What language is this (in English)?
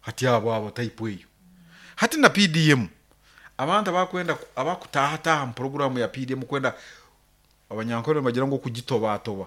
Nyoro